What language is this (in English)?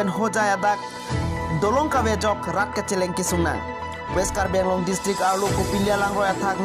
Karbi